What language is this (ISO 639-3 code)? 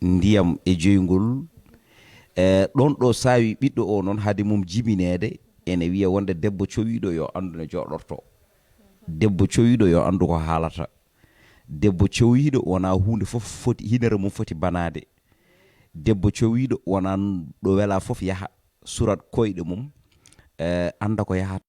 ful